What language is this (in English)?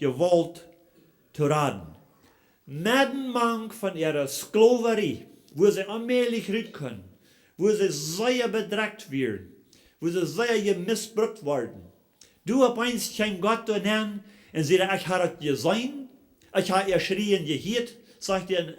Plautdietsch